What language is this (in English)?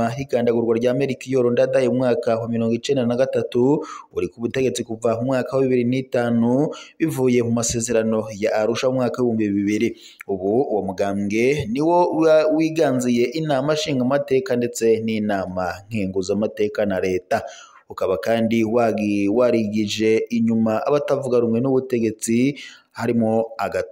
Rundi